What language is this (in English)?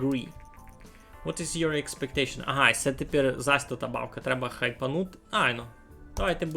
Rusyn